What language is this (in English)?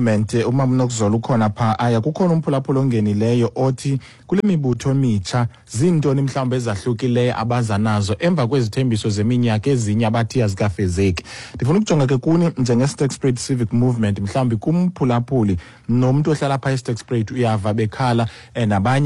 Xhosa